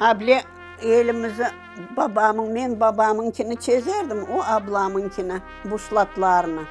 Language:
Crimean Tatar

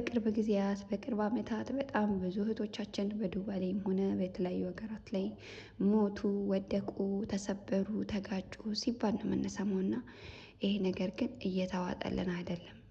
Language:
Amharic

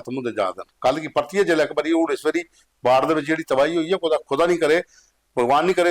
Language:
Dogri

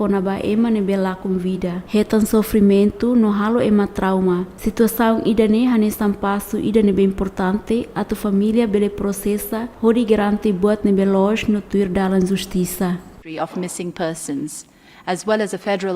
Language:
Tetum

